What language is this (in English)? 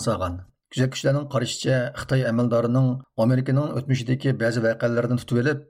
Uyghur